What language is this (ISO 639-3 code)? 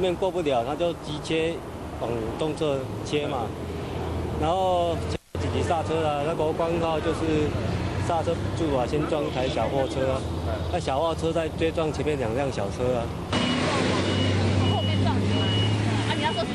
zho